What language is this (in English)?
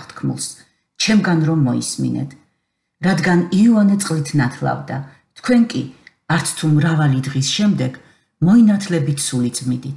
Georgian